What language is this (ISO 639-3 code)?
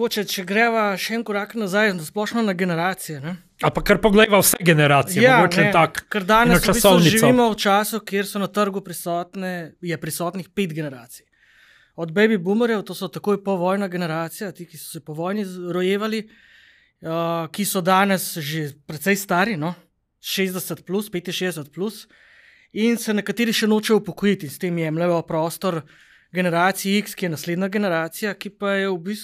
slv